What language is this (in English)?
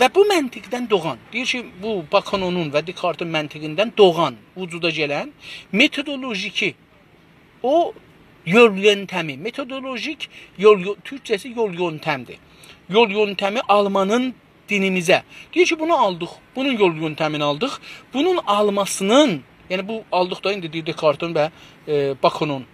South Azerbaijani